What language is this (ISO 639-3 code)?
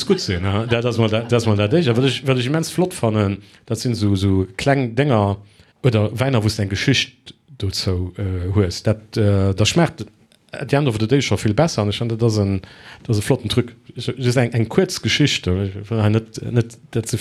ltz